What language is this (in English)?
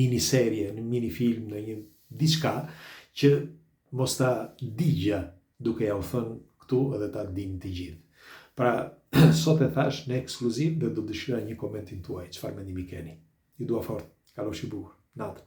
Albanian